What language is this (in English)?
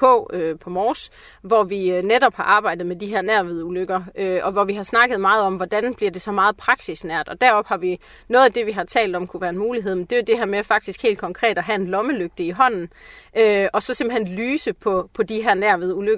Danish